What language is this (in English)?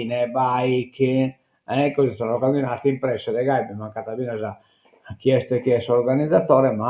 Sardinian